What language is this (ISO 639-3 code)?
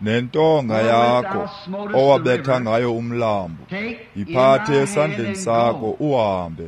xho